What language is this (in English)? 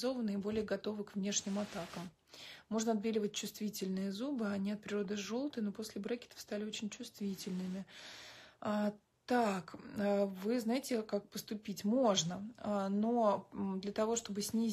Russian